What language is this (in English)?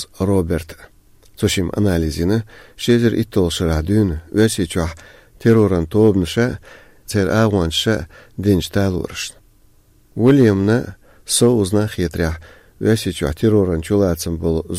Chechen